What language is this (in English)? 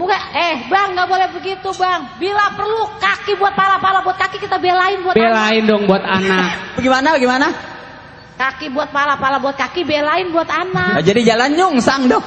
Betawi